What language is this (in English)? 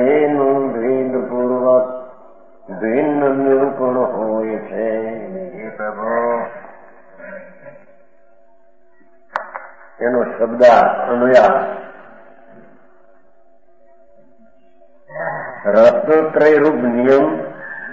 Gujarati